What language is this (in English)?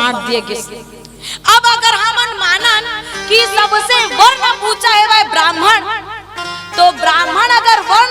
Chhattisgarhi